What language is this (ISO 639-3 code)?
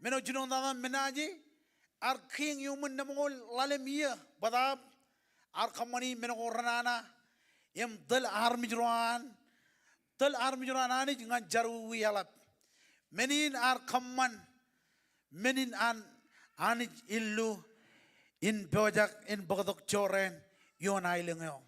mah